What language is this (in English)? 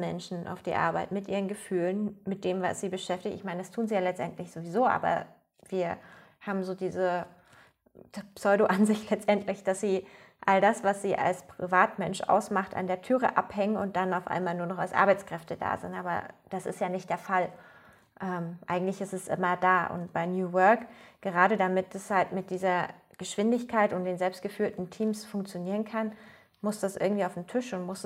German